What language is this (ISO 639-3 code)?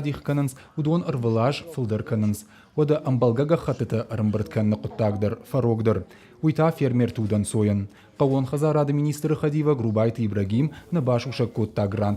oss